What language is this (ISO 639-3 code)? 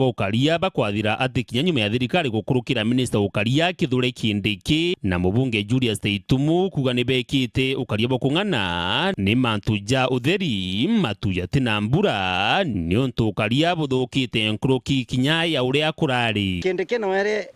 mer